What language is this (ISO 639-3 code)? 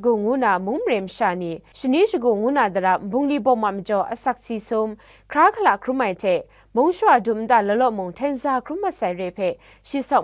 kac